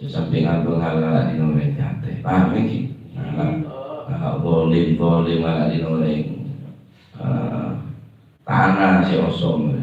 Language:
Madurese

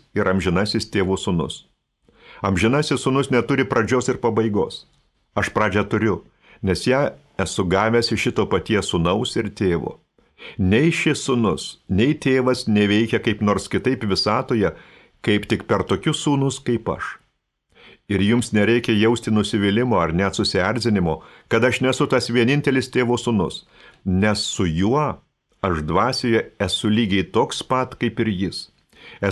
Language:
Lithuanian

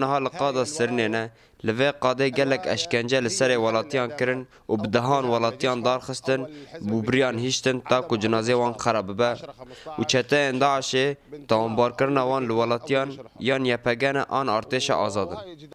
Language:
Kurdish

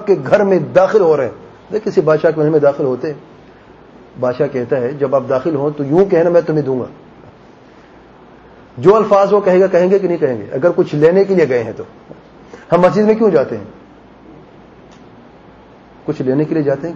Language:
Urdu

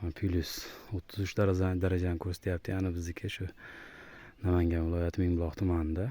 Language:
Uzbek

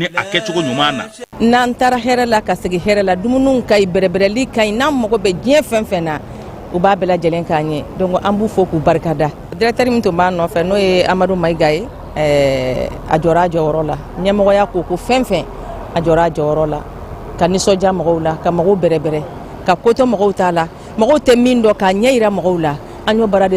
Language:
Bambara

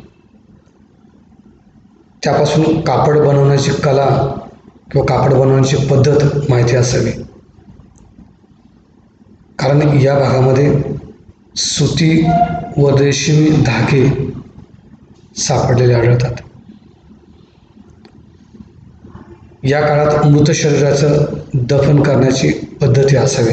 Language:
Marathi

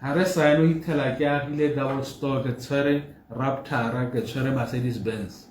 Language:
Tswana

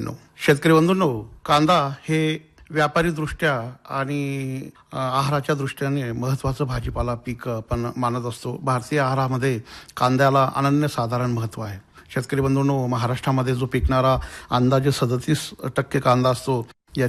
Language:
Marathi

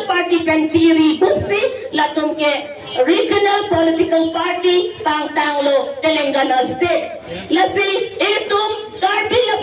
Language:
Karbi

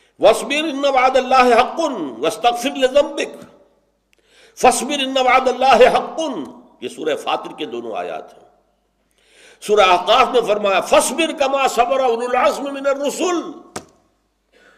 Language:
Urdu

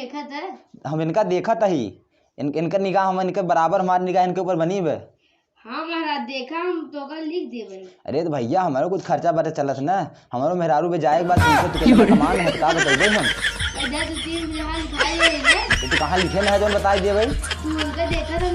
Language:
Awadhi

